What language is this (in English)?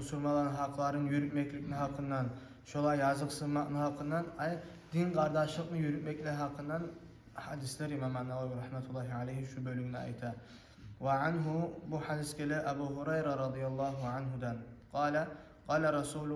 Kumyk